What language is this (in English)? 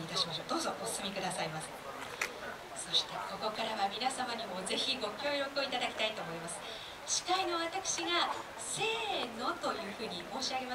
Japanese